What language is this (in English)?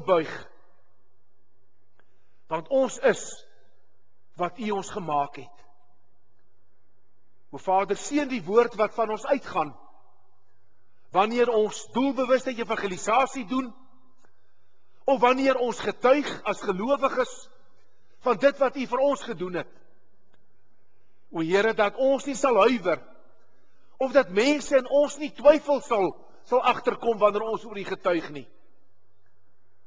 Afrikaans